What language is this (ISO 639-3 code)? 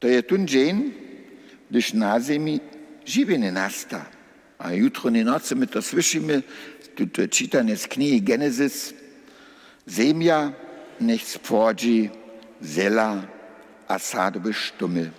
hsb